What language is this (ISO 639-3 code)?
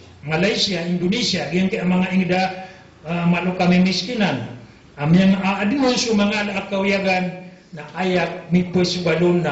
mrw